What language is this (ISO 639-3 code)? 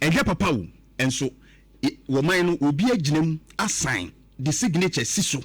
aka